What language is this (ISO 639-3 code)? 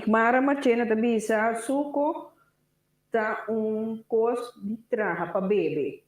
pap